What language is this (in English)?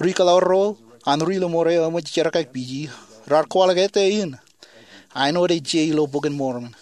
Marshallese